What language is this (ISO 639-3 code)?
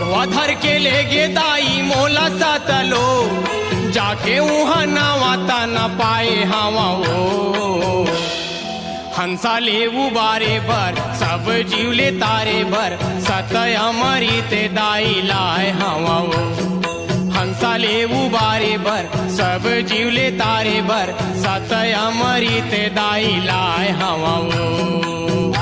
hne